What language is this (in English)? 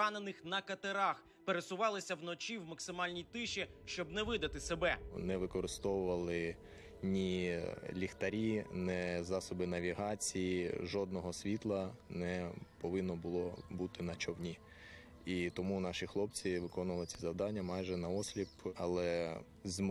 Ukrainian